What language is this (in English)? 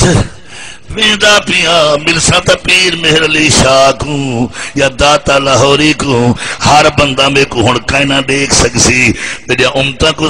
Saraiki